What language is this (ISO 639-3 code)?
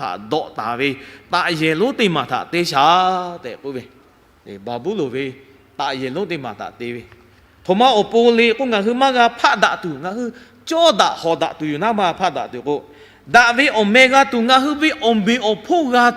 lhu